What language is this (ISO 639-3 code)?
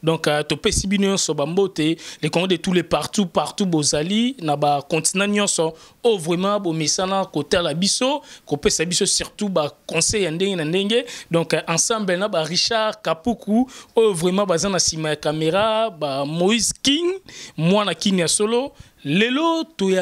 lin